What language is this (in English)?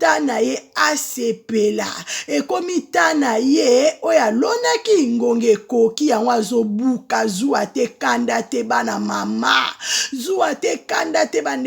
Lingala